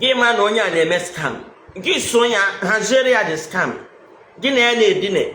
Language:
Igbo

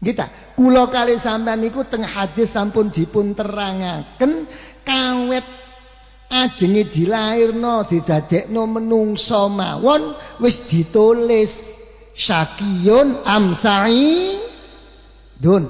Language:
Javanese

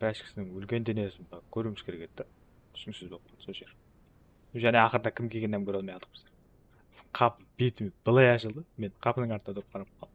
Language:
Kara-Kalpak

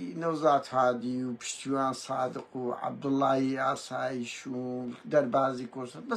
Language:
Central Kurdish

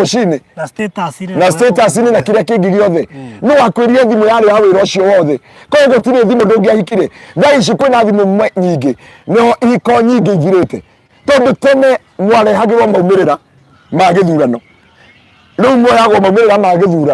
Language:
Kikuyu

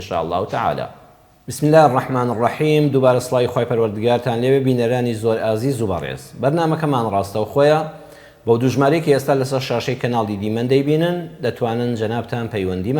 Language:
Central Kurdish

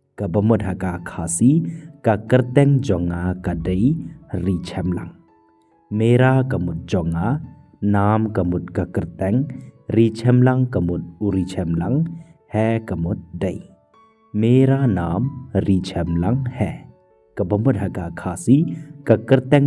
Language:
Khasi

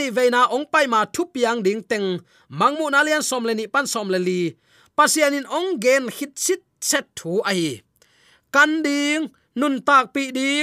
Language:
Tedim Chin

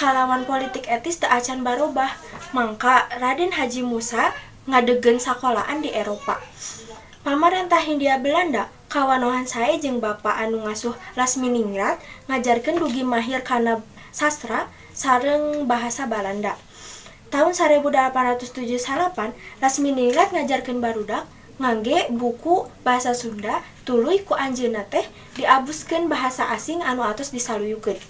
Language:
Sundanese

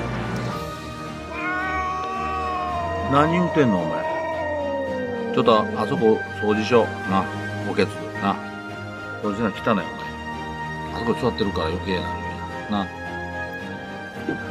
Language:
Japanese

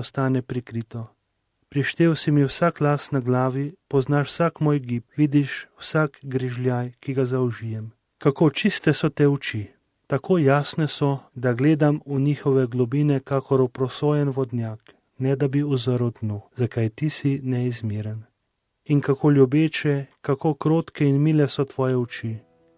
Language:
Slovenian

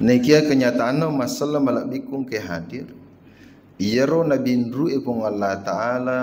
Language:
Buginese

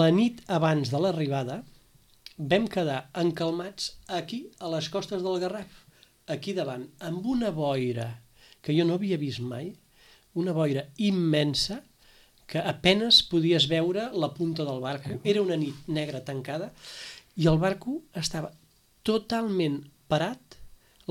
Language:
Catalan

